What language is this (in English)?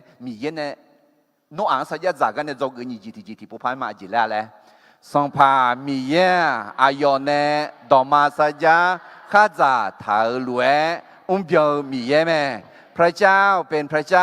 Akha